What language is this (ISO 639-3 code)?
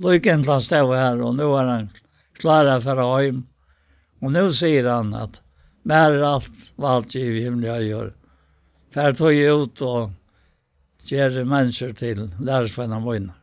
fao